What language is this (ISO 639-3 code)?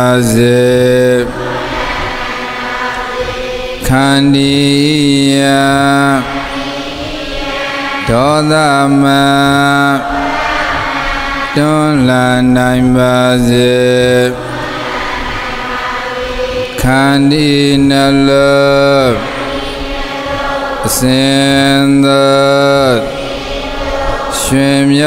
mya